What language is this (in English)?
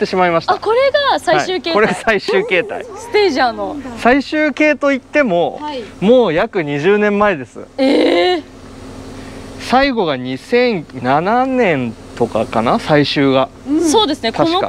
Japanese